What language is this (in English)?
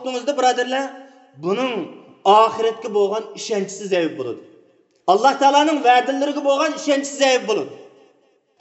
Uyghur